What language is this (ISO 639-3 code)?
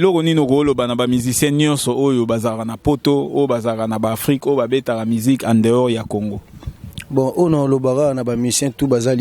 lin